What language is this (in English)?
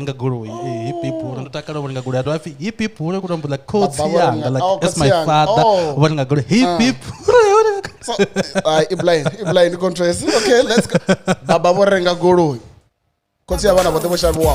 Venda